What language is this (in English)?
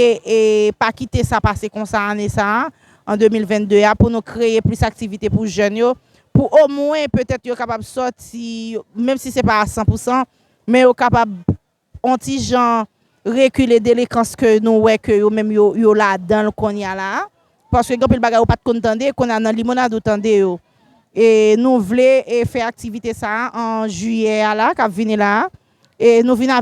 Haitian Creole